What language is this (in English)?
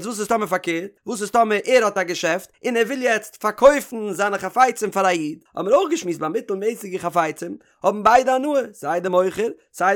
Yiddish